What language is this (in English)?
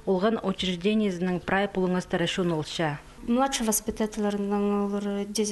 Khakas